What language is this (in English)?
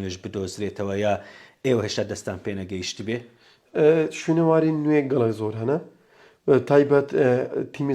Central Kurdish